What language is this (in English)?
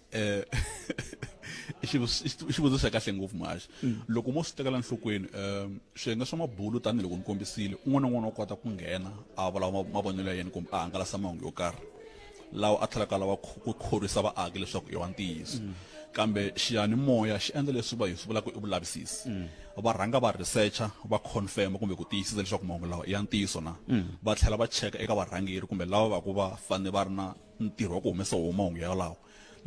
Tsonga